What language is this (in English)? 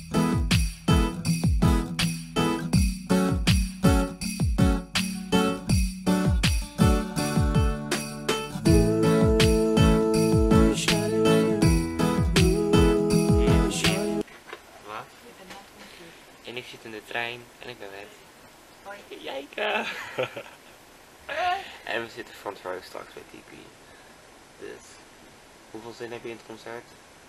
Dutch